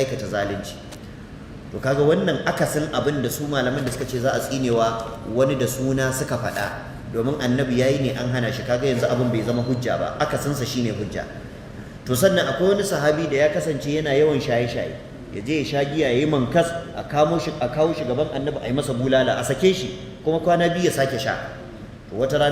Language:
Hausa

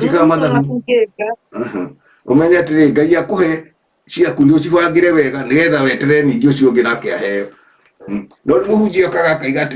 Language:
Kikuyu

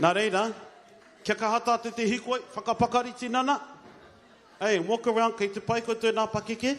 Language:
Māori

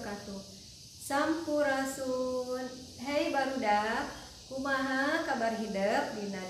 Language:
Sundanese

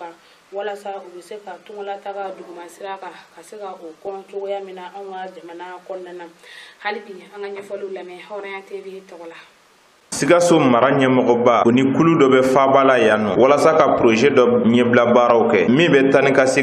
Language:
Bambara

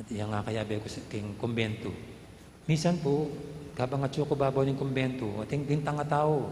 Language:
Pampanga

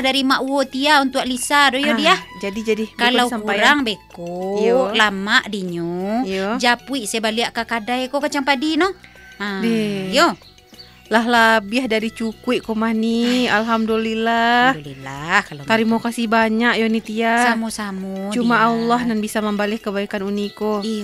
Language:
Minangkabau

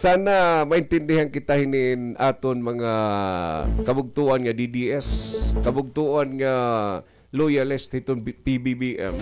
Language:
Waray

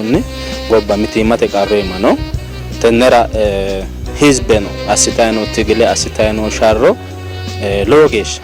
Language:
Sidamo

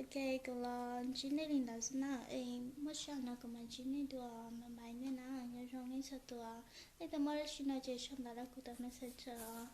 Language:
Hmong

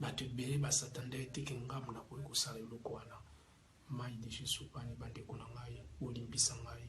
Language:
Lingala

